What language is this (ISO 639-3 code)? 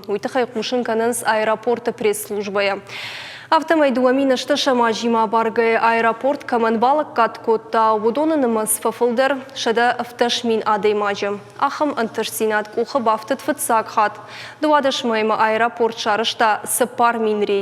oss